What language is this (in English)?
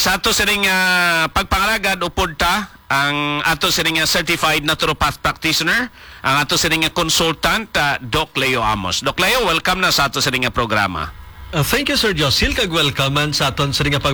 Hiligaynon